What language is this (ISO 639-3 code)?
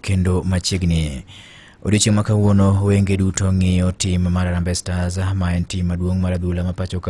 luo